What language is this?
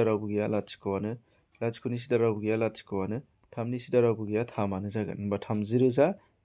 Bodo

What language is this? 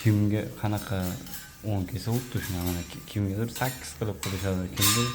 Uzbek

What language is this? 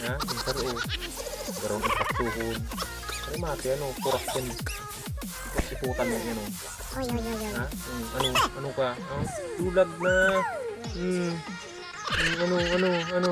Bikol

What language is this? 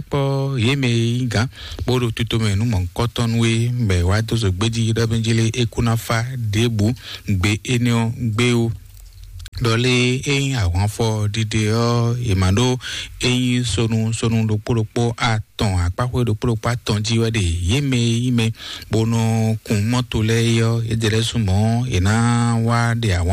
Fon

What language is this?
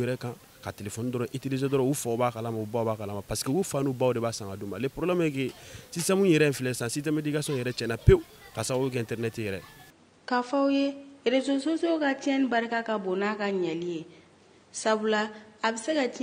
Bambara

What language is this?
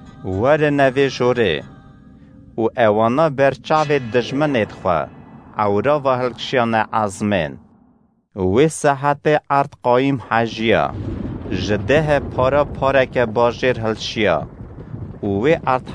Kurdish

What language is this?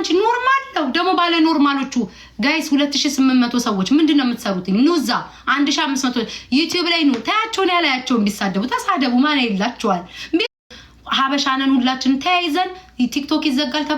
Amharic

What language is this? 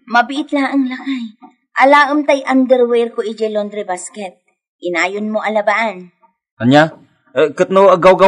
Iloko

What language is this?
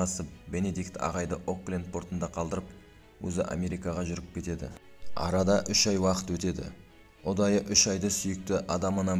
Kazakh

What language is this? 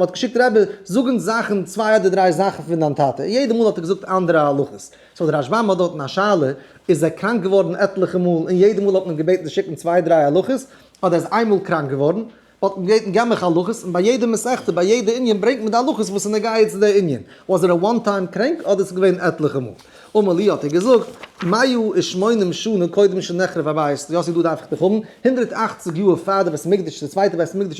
Yiddish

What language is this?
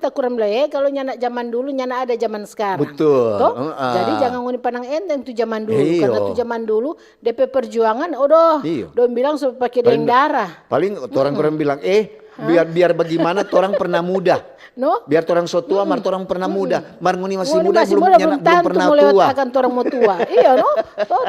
Manado Malay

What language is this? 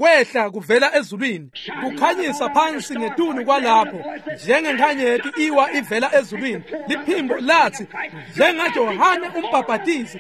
Swati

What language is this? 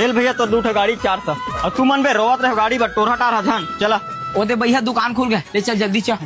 Chhattisgarhi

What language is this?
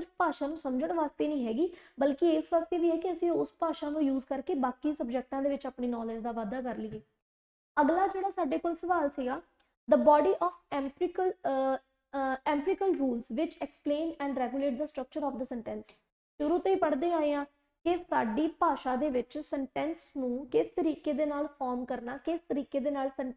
Punjabi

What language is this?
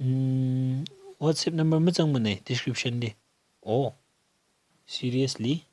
Tangkhul Naga (India)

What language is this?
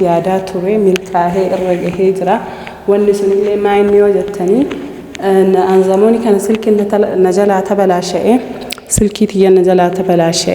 Oromo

